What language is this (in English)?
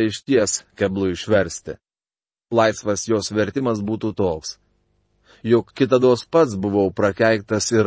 Lithuanian